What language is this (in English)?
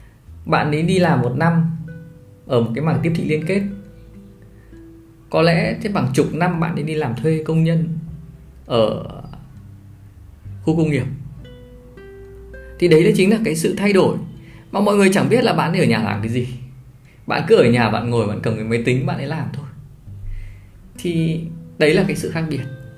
Vietnamese